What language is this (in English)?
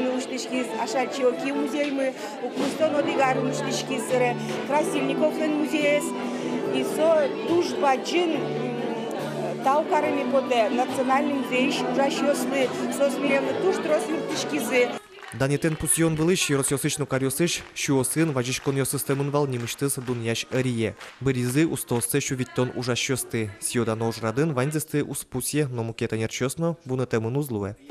Udmurt